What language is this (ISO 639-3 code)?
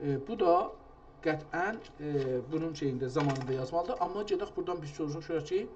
azb